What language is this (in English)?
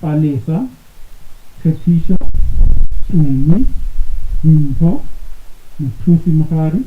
Northern Sotho